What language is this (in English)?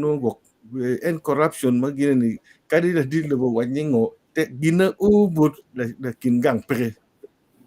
Acoli